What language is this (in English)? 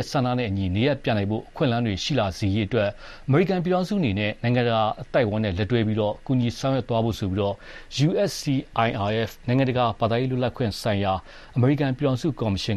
Burmese